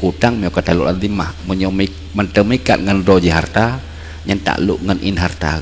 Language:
Achinese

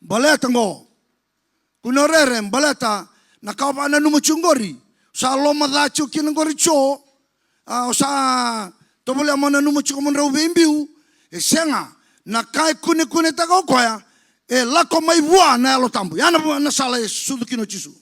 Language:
Fijian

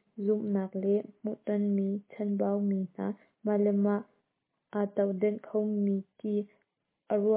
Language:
Hakha Chin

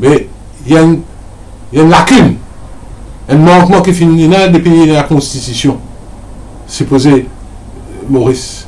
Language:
Morisyen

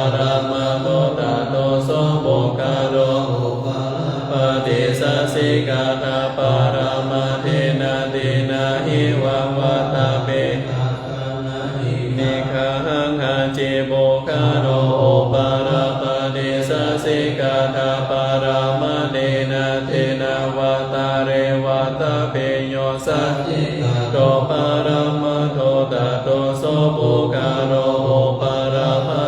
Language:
Pali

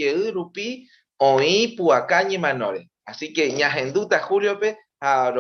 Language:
Guarani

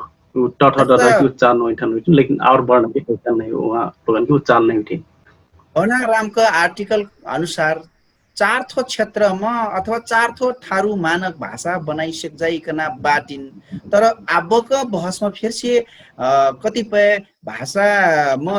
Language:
Dangaura Tharu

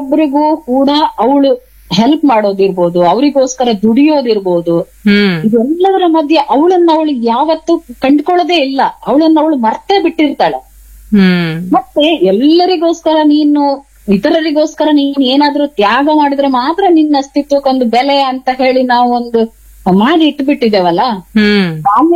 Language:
Kannada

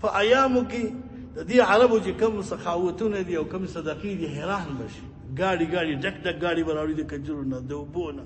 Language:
Pashto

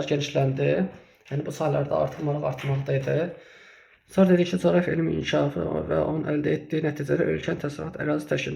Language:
Azerbaijani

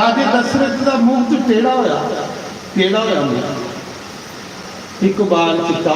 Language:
Dogri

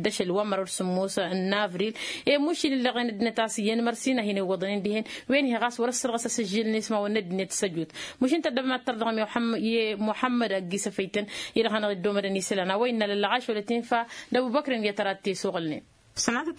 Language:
Tamasheq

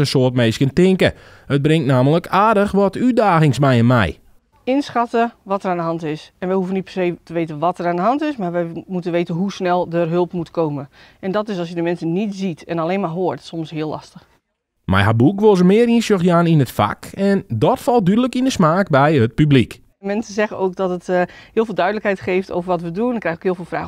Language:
Western Frisian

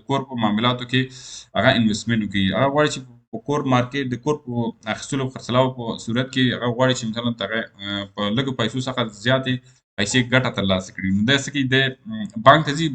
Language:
Pashto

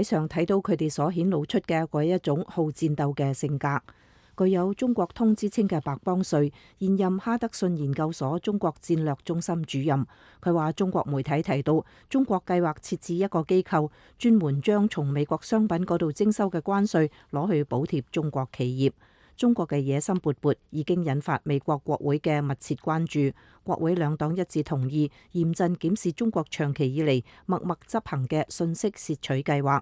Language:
Cantonese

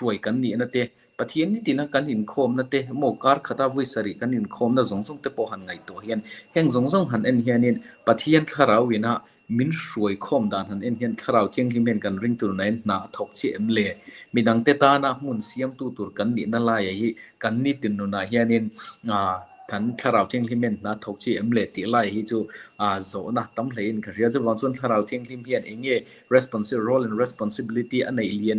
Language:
Mizo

